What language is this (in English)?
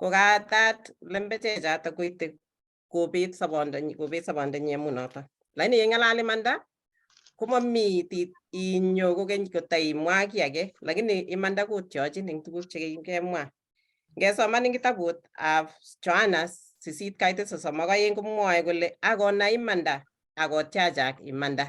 Kalenjin